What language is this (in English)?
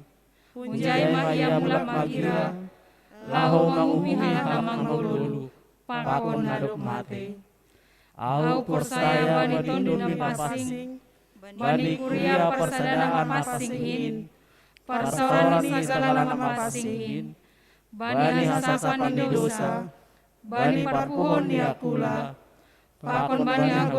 Batak Simalungun